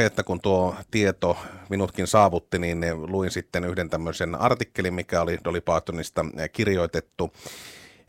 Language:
Finnish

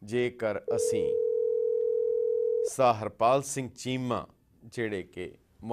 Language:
Punjabi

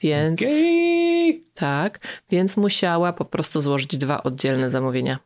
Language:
Polish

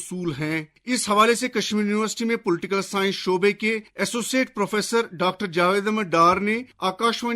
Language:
Gujari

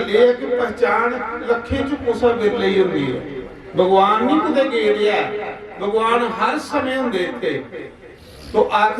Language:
Dogri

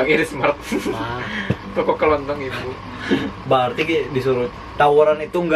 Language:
Banjar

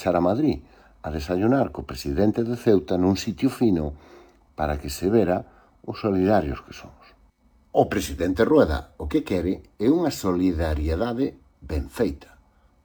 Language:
Galician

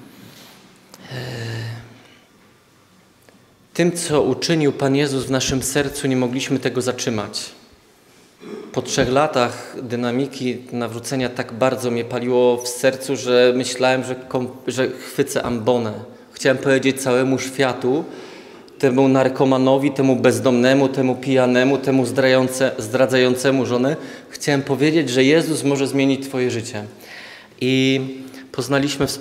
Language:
Polish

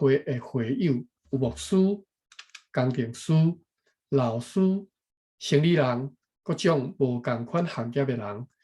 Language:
Min Nan Chinese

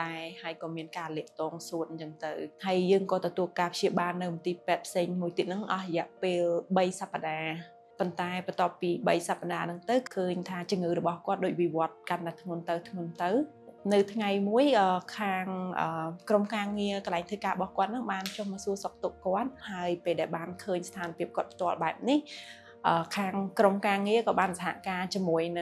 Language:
Khmer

